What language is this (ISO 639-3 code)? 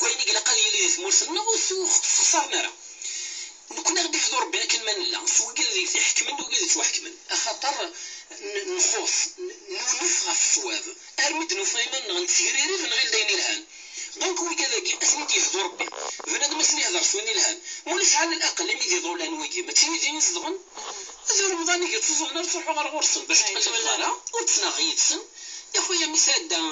kab